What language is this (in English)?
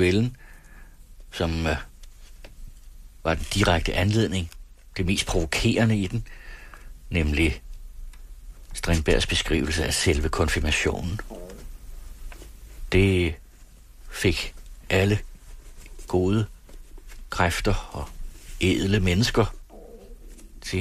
Danish